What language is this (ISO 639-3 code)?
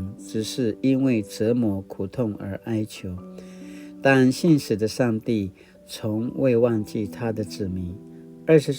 pwn